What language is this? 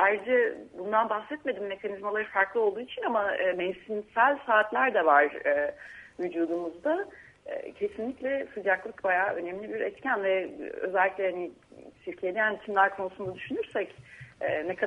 Turkish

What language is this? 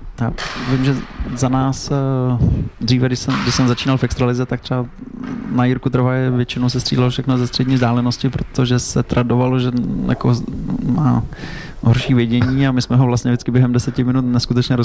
Czech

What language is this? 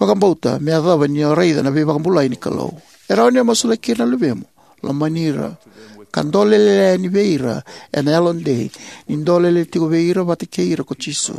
Fijian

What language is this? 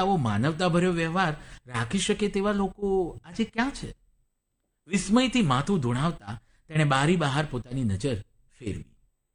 Gujarati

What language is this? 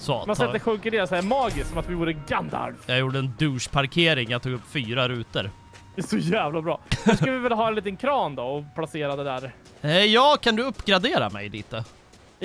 Swedish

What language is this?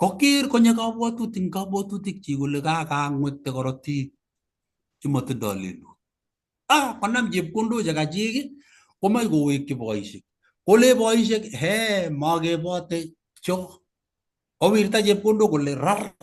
Kalenjin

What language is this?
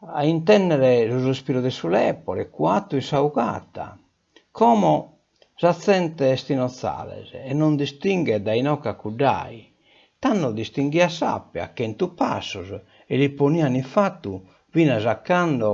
Sardinian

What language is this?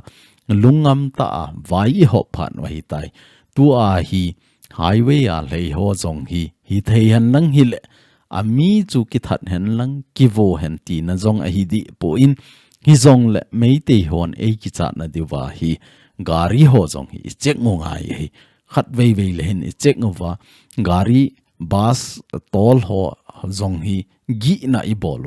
Thado Chin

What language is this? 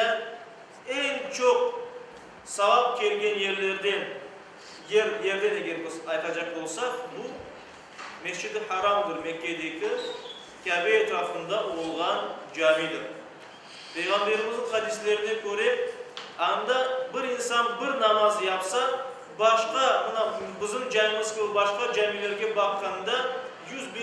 Crimean Tatar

